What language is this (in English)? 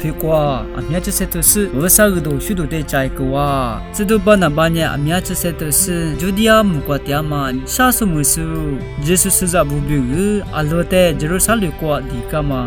Lisu